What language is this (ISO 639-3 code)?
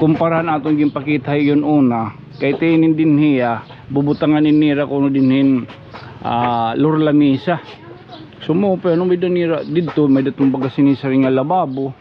war